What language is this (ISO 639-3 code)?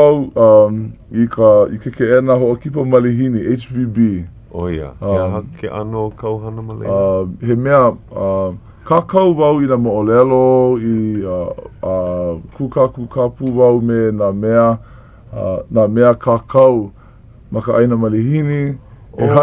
haw